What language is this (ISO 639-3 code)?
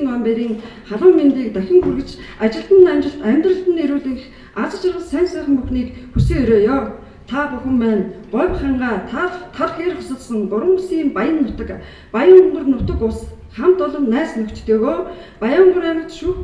mon